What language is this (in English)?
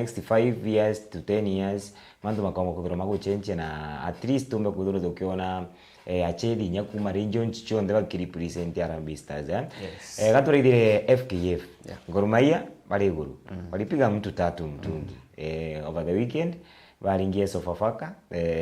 Meru